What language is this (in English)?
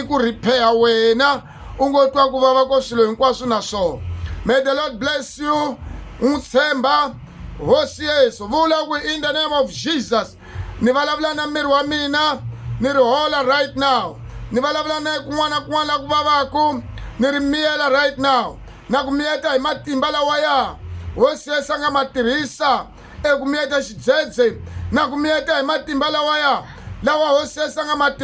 Tsonga